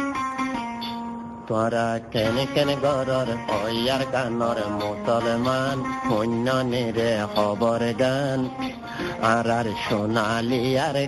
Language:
Bangla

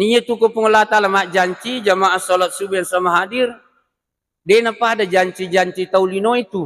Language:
Buginese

